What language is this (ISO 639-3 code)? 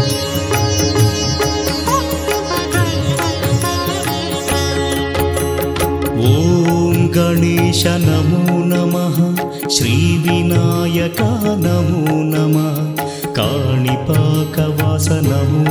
tel